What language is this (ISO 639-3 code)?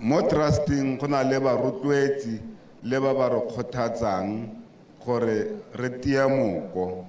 tsn